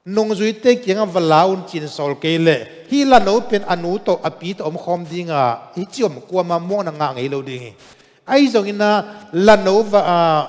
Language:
Tedim Chin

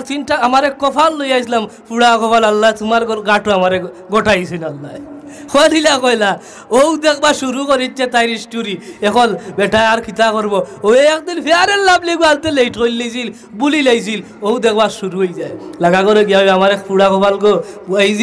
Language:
Sylheti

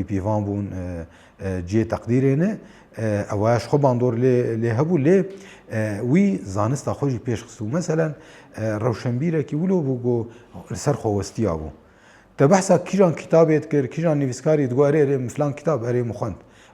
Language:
Kurdish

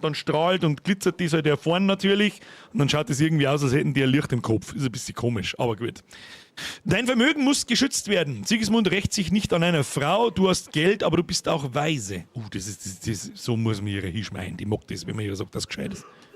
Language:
Bavarian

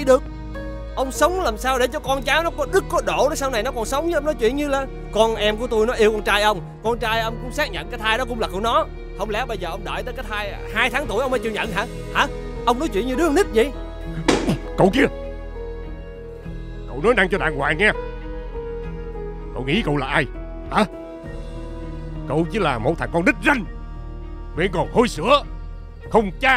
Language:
Vietnamese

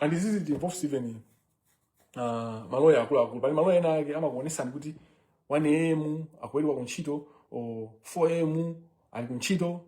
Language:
Nyanja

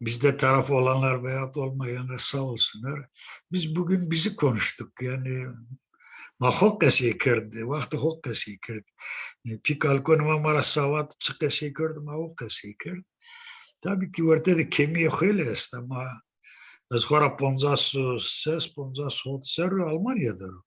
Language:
Zaza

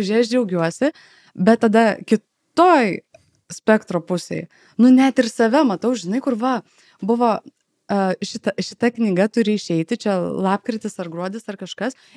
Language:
Lithuanian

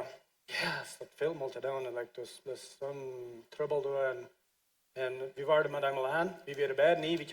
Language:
Plautdietsch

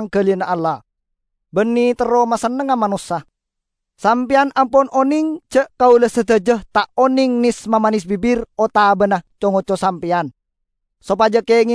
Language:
Madurese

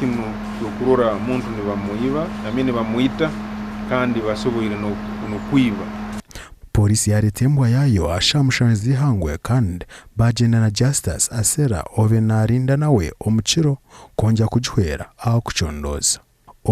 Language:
Nyankole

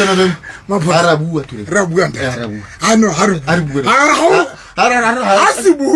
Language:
Southern Sotho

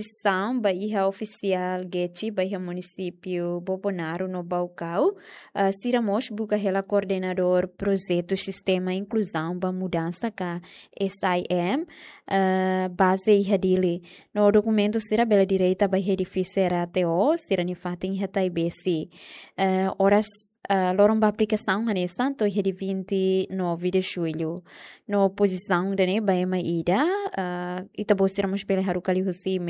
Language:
Tetum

